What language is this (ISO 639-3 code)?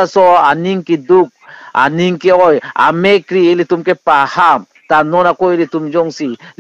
mjw